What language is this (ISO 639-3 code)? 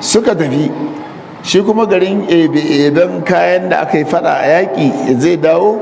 hau